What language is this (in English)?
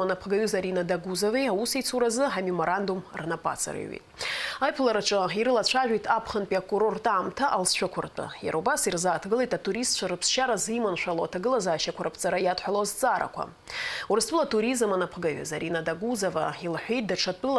Abkhazian